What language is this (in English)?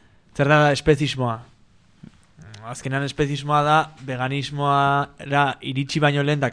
Basque